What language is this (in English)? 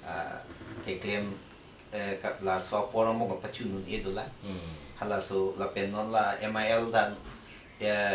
Karbi